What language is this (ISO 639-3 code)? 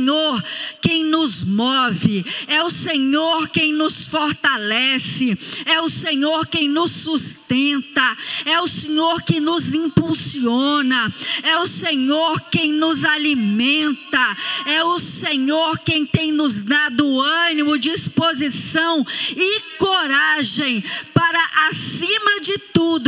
por